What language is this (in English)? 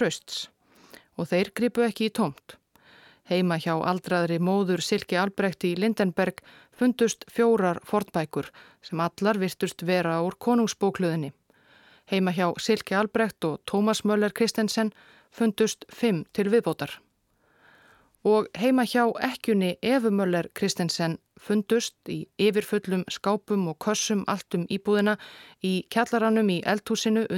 Icelandic